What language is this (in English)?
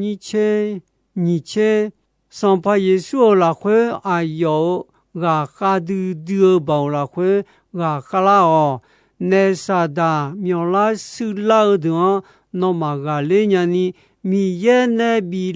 Akha